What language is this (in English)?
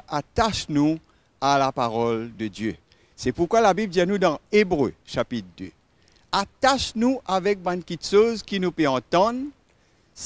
Morisyen